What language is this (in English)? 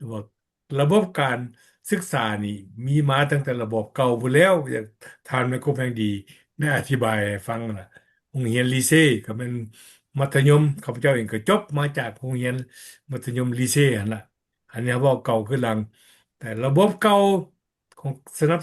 Lao